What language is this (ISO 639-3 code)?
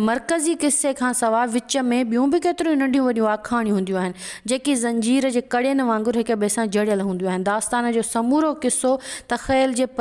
snd